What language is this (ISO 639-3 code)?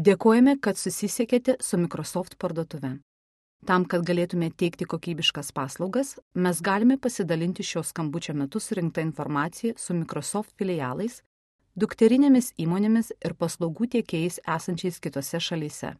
lit